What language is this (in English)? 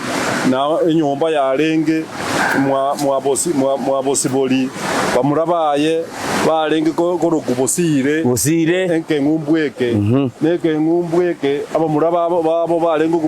Gusii